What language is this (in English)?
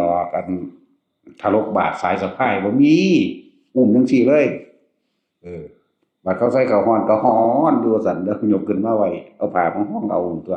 Northeastern Thai